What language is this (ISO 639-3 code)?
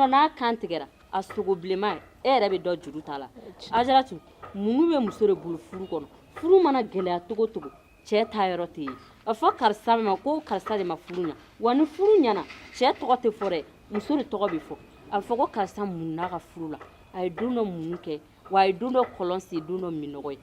bam